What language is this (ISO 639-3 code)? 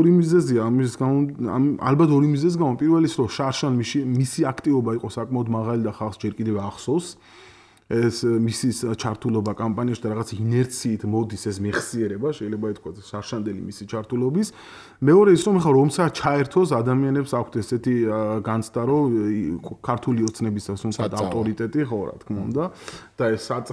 kat